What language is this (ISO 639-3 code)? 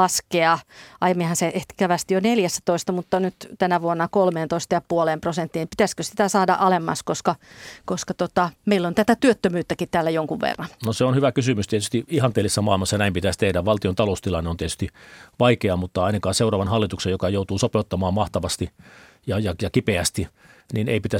fin